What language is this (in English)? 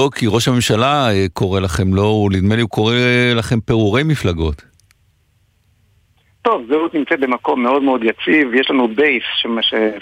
Hebrew